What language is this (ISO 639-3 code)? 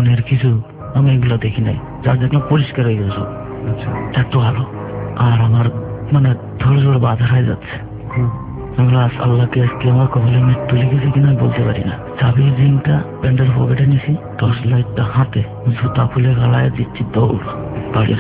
ben